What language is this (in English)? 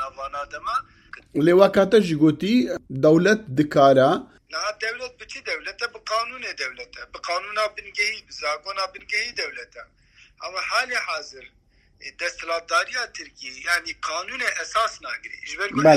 Kurdish